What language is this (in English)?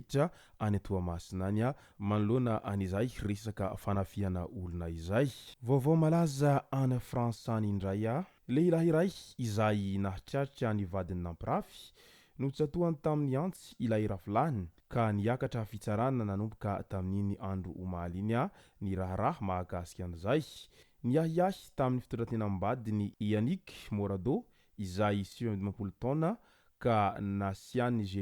Malagasy